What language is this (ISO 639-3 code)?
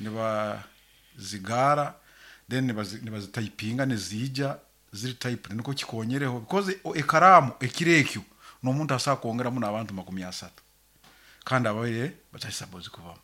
nyn